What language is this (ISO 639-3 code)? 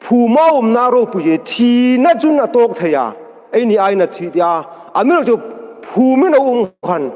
hmr